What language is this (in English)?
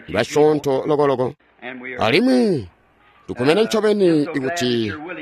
Tonga (Zambia)